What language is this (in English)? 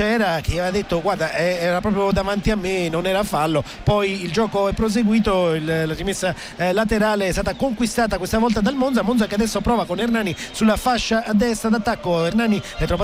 Italian